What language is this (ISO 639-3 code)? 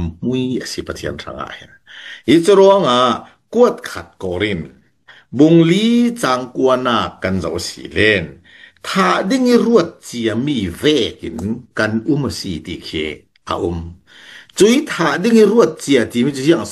cfm